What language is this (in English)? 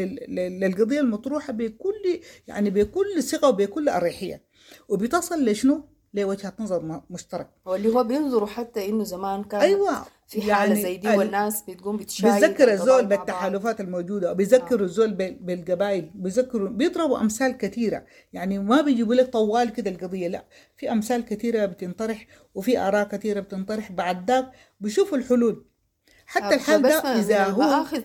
Sudanese Arabic